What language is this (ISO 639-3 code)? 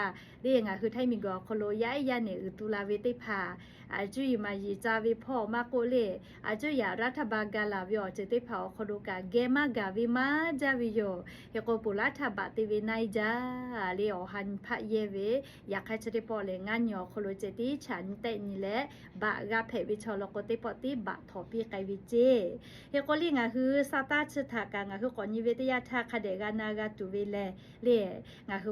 lhu